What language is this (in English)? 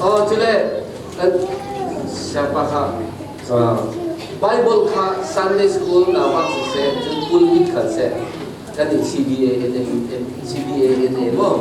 Falam Chin